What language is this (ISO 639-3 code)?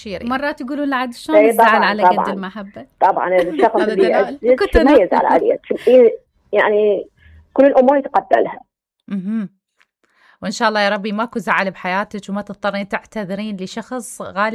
acm